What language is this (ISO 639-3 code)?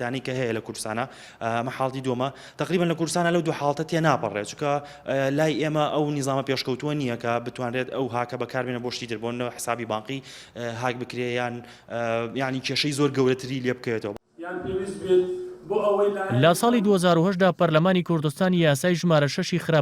ckb